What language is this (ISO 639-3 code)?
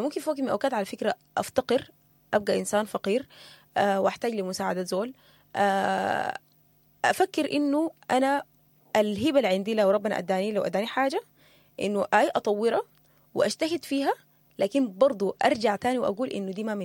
apd